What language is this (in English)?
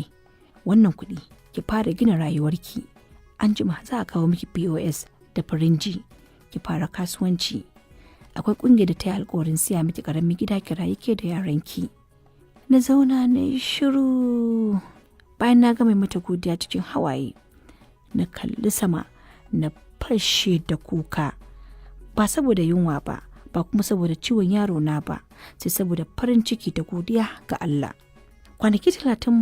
Hausa